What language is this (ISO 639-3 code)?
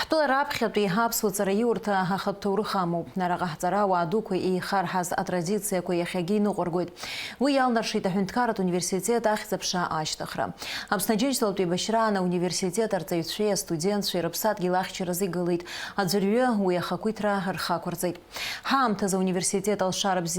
abk